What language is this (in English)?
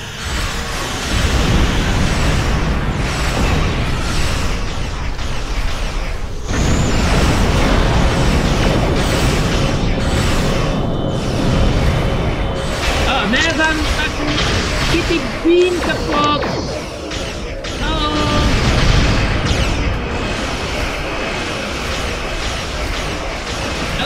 Dutch